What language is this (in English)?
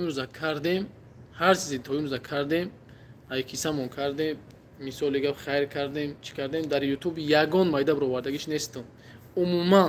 Tajik